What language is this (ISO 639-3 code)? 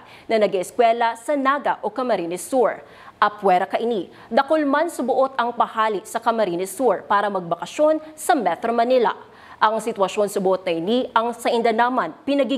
bik